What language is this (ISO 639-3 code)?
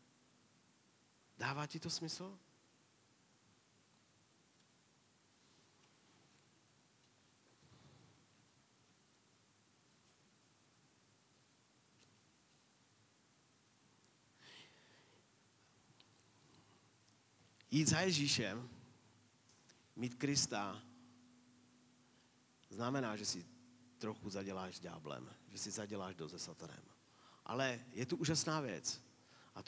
ces